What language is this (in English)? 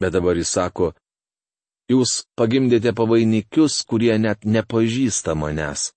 Lithuanian